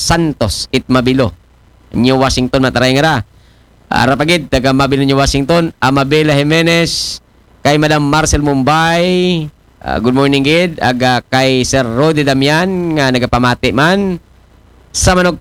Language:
Aklanon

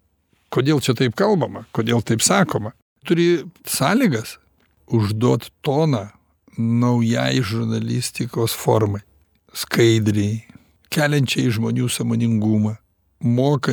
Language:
Lithuanian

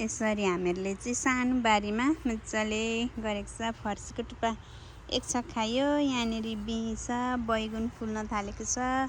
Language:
Nepali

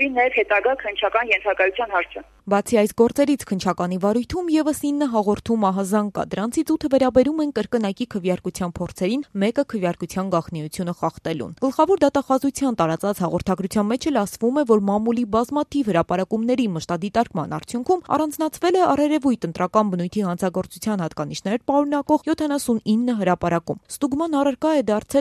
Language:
Armenian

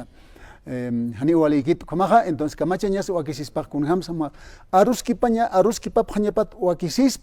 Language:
Aymara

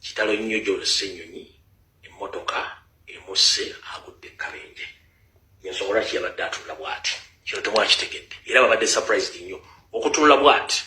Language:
Ganda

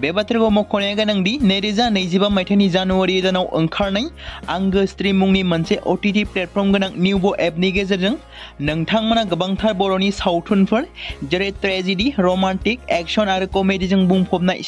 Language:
Bodo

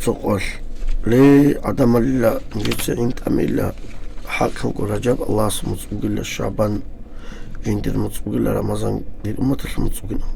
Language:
Avaric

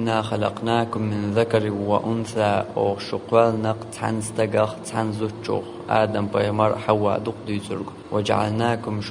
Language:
Chechen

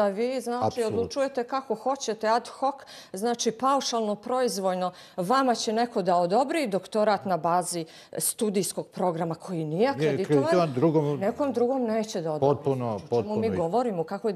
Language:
Bosnian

